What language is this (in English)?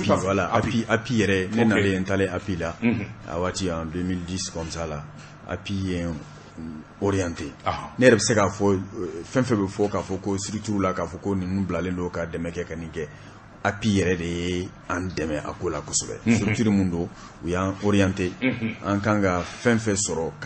Bambara